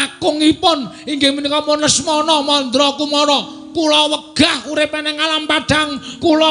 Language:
Javanese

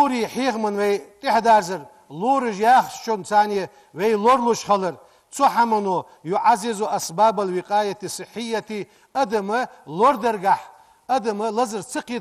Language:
Ingush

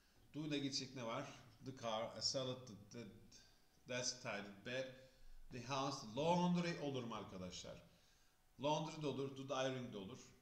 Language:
Turkish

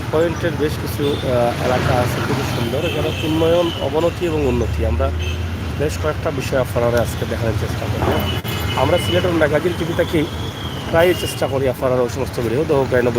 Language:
Sylheti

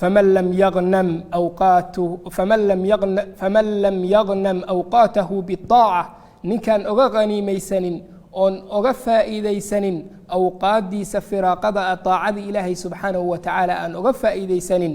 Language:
Somali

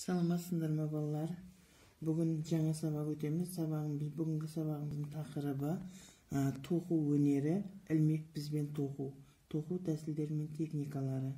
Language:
Kazakh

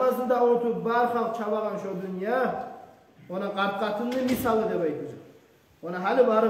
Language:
Kumyk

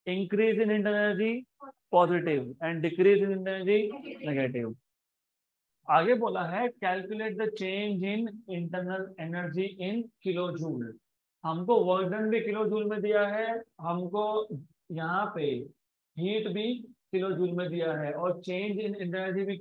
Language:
Hindi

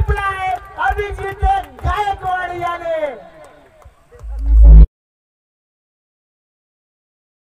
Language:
Marathi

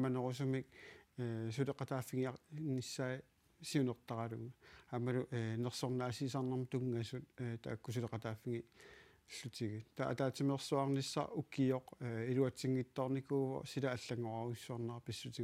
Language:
Kalaallisut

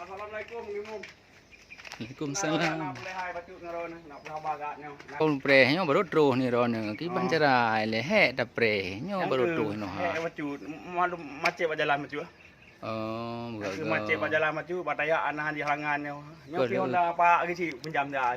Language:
Achinese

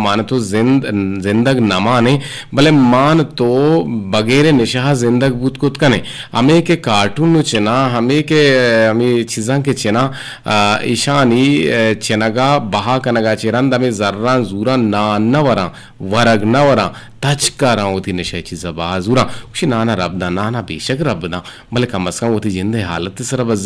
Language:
Eastern Balochi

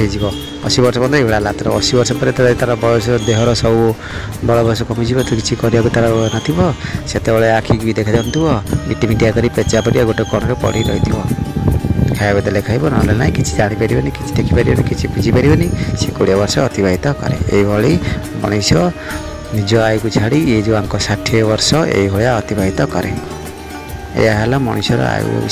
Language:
Odia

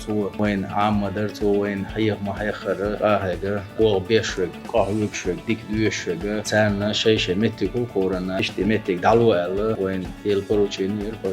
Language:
Chechen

